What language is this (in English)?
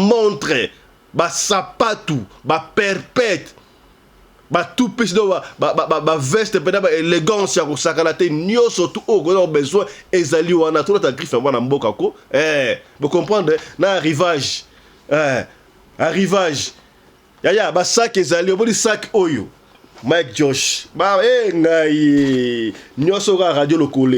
Lingala